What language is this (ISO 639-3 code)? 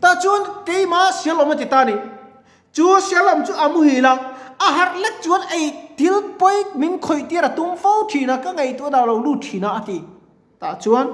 lus